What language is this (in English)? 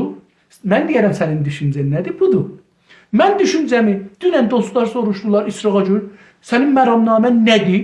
South Azerbaijani